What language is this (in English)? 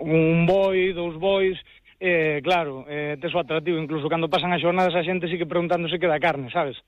Galician